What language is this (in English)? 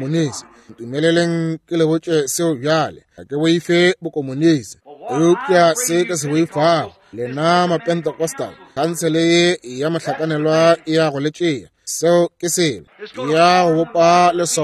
Northern Sotho